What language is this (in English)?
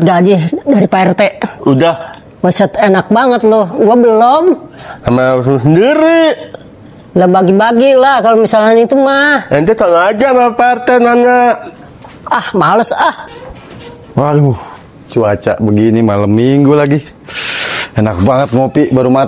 Betawi